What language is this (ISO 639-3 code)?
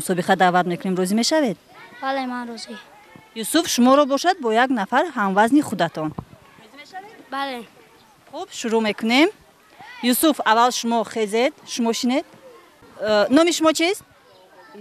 tgk